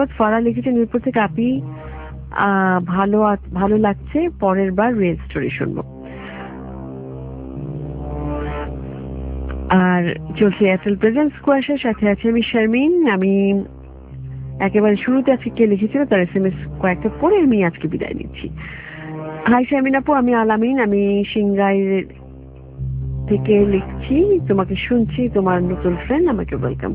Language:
Bangla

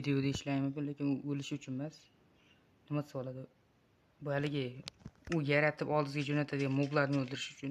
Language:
Uzbek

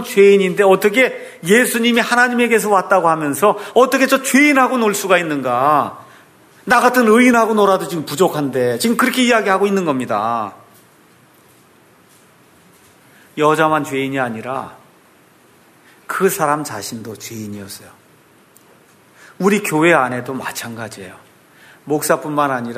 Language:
Korean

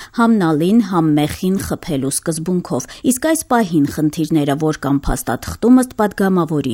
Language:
Armenian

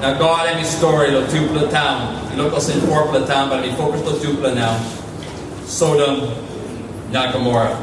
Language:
Tok Pisin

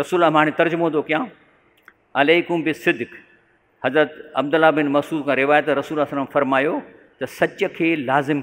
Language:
Sindhi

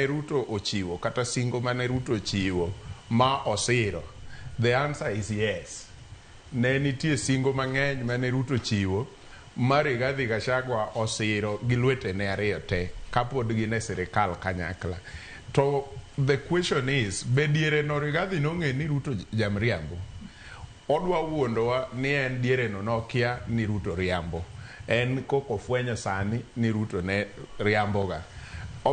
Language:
Luo (Kenya and Tanzania)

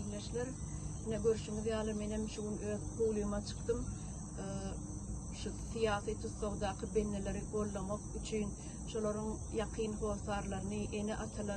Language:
Turkmen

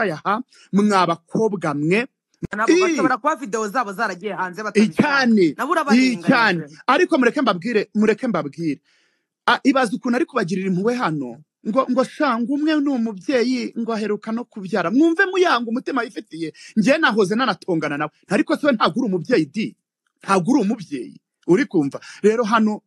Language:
Kinyarwanda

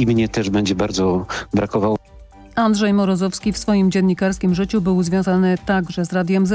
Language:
Polish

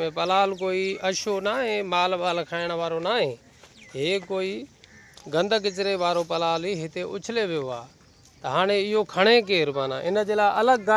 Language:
Sindhi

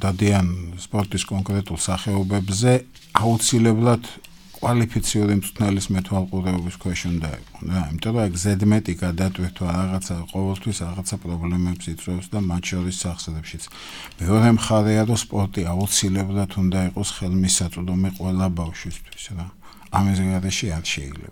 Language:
Georgian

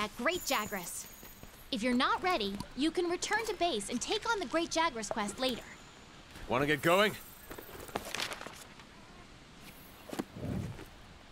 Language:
English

